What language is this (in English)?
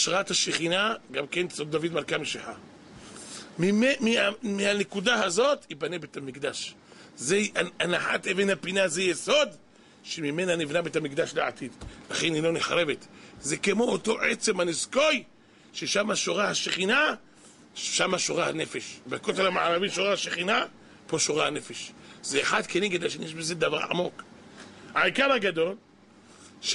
Hebrew